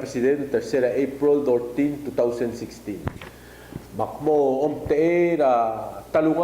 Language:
Palauan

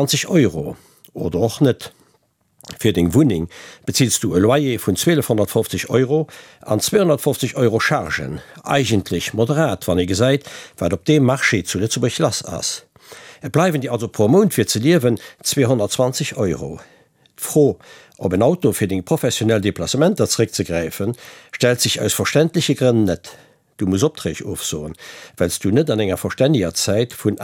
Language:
Luxembourgish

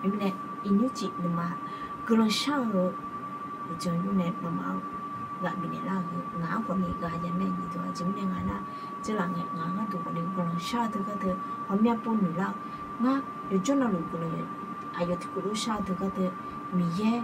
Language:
Akha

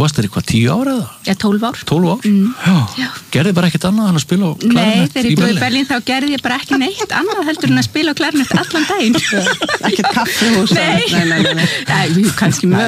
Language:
Icelandic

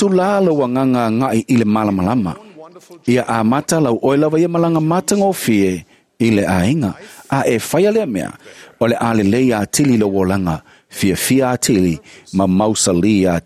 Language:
Samoan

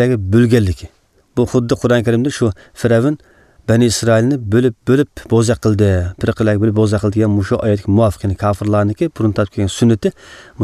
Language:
Uyghur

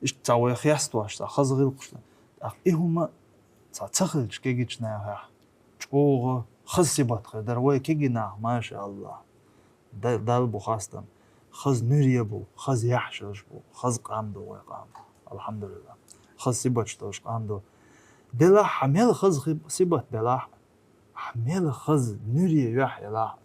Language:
Chechen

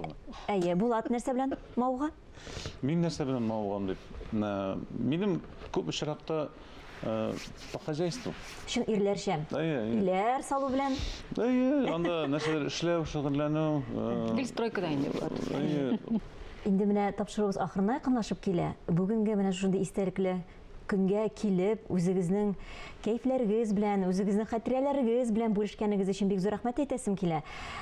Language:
Tatar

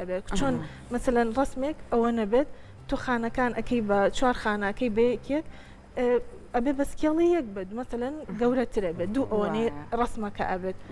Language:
Central Kurdish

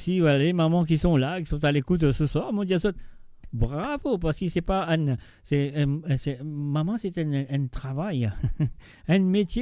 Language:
Morisyen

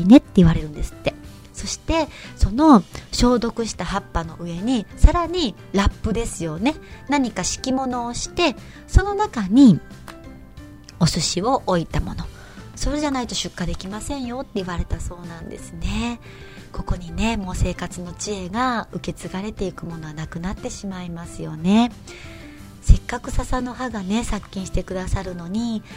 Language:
Japanese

